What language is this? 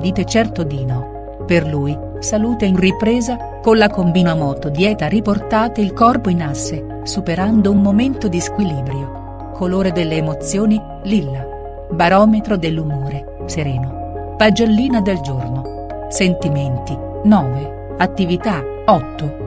Italian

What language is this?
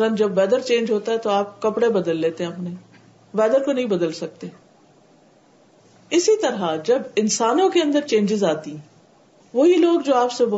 Urdu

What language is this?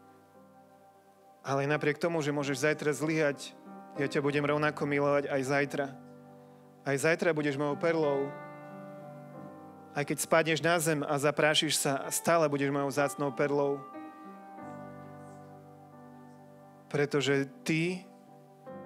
Slovak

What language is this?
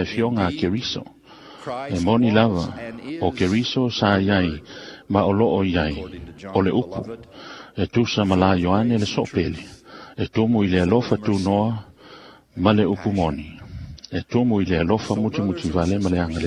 Samoan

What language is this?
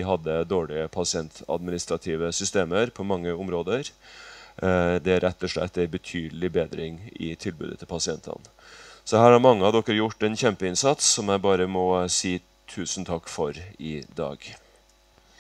Norwegian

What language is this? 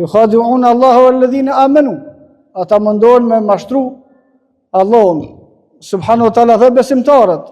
Albanian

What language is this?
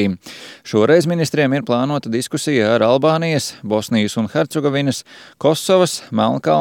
Latvian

